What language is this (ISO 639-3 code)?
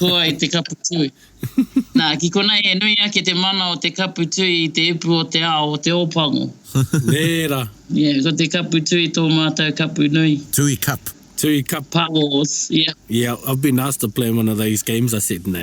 mri